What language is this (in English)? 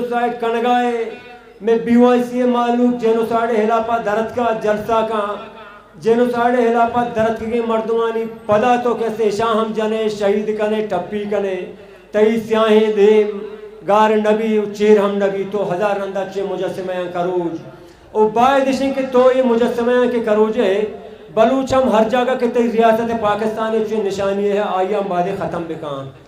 Baluchi